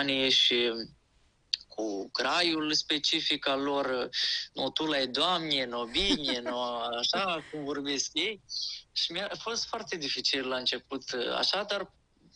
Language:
Romanian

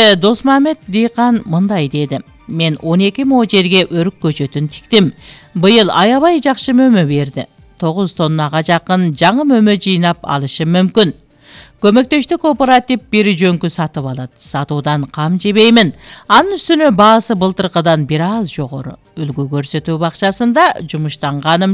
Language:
Kyrgyz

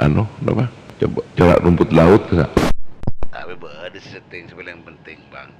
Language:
Madurese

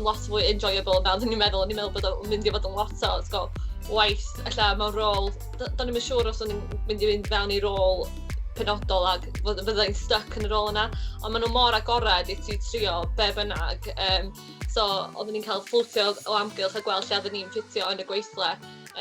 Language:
Welsh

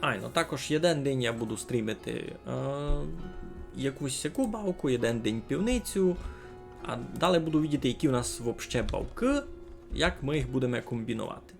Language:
Rusyn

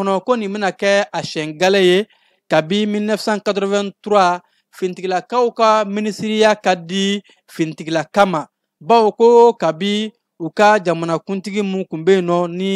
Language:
Bambara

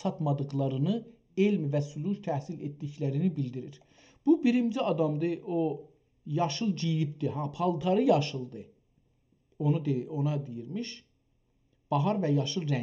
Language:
South Azerbaijani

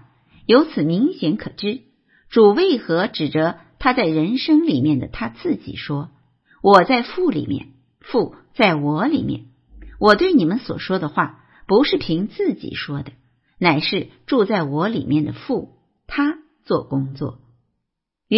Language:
Chinese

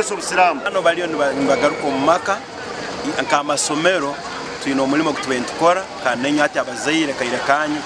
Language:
Nyankole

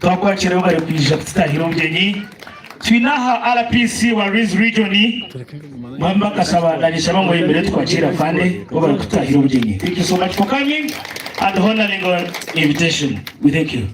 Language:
Nyankole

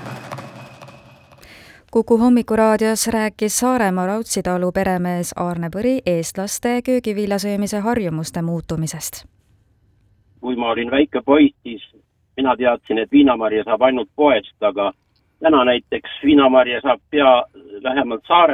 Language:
Estonian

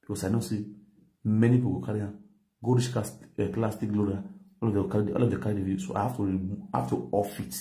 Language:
Nigerian Pidgin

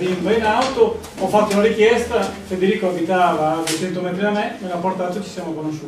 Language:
Italian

